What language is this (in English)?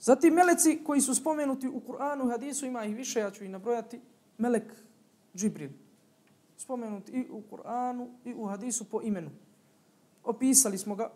Bosnian